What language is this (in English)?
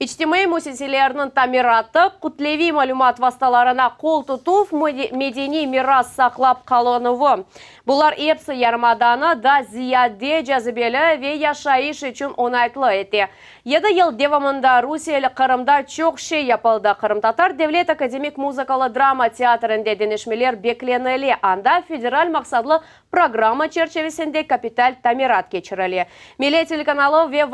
Crimean Tatar